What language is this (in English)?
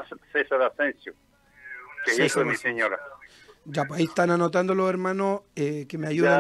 Spanish